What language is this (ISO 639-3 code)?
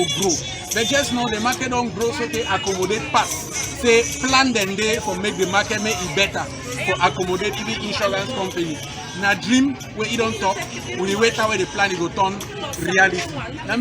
wes